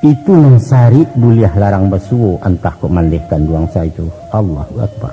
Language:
Minangkabau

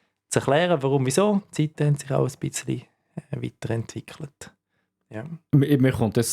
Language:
Swiss German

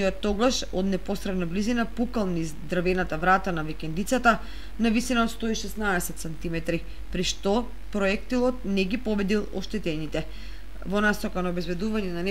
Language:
Macedonian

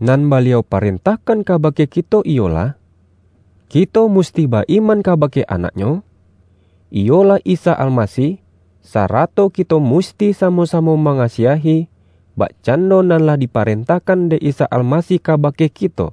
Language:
Minangkabau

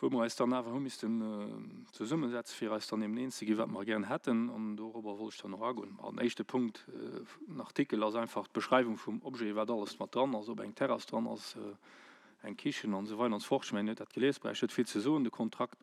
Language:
Luxembourgish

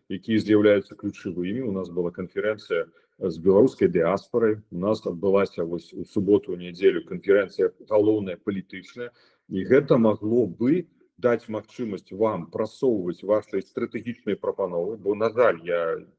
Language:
Belarusian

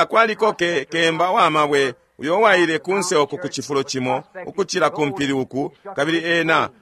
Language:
Bemba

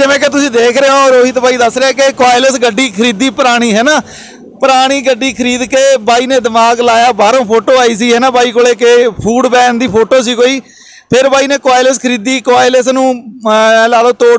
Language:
Punjabi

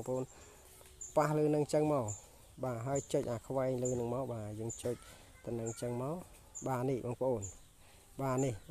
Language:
Khmer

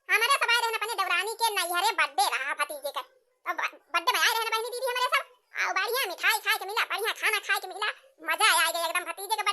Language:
Awadhi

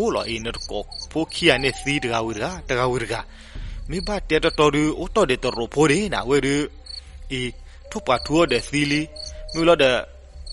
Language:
S'gaw Karen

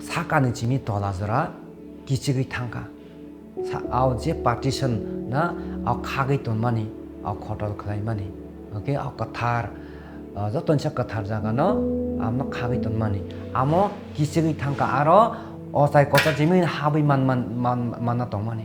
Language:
Kok Borok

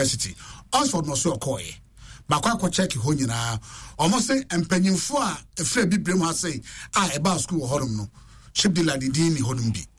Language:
Akan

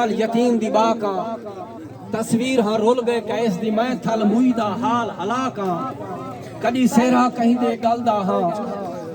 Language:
Saraiki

